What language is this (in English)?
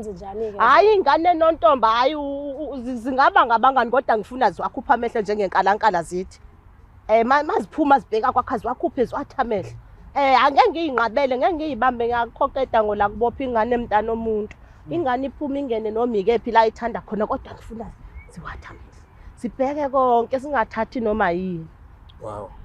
Zulu